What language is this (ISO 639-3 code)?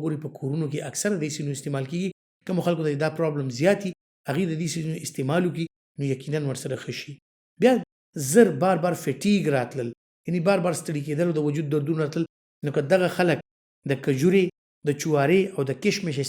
pus